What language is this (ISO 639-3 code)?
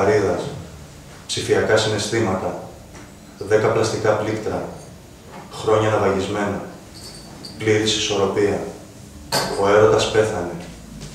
ell